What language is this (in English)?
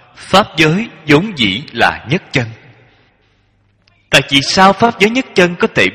Vietnamese